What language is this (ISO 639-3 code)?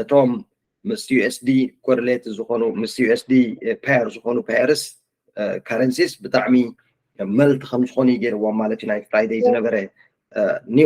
tir